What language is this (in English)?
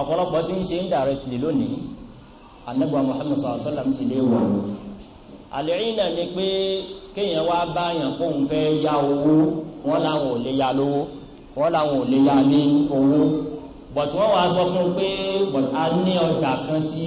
Yoruba